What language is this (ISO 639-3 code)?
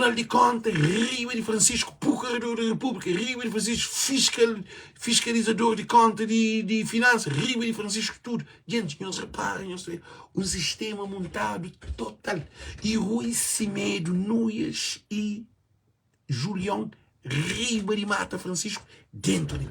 kea